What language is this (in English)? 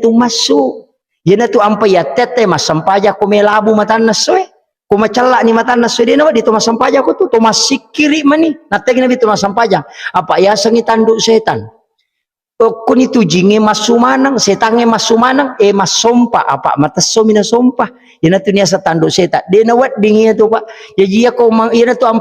Buginese